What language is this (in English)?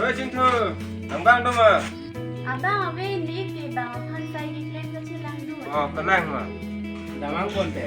Karbi